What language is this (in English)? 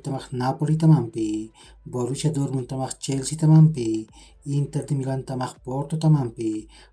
Aymara